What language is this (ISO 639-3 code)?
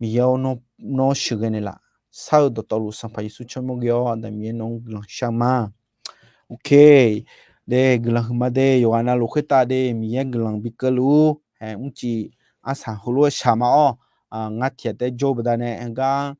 ahk